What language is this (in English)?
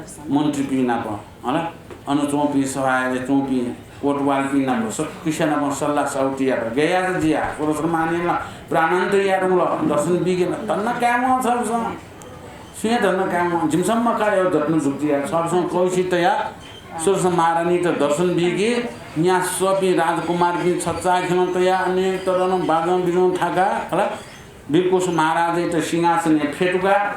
Newari